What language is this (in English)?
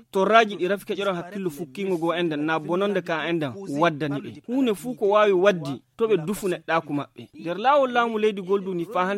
Nigerian Fulfulde